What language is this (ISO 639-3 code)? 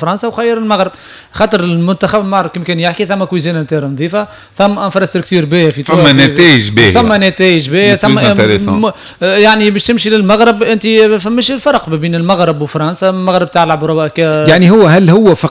aeb